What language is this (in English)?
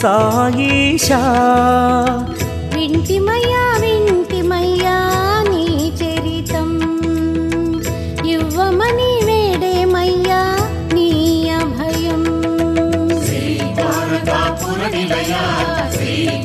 Telugu